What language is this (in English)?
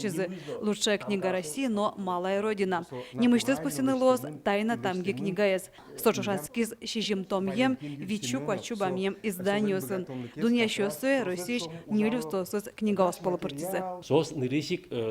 Udmurt